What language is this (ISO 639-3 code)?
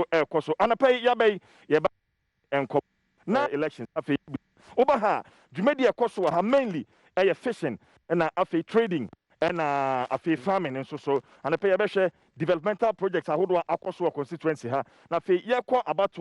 aka